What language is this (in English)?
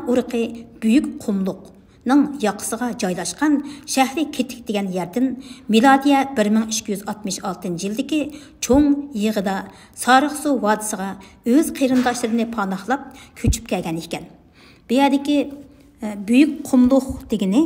Uyghur